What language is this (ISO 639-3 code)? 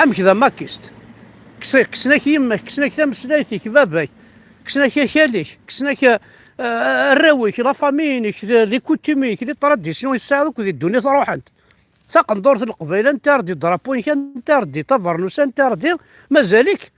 kab